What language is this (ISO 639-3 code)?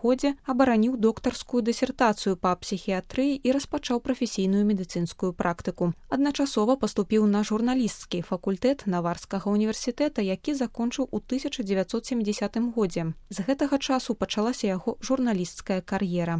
bel